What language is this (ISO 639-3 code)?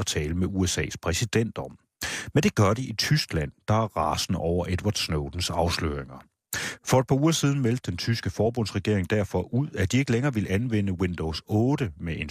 dan